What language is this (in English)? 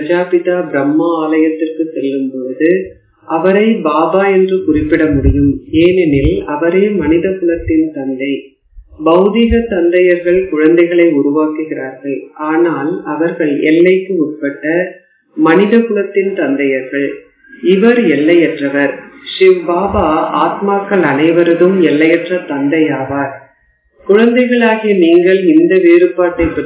Tamil